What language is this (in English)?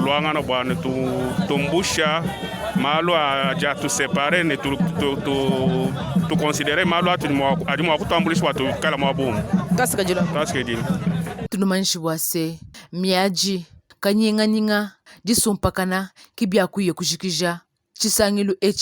Luba-Lulua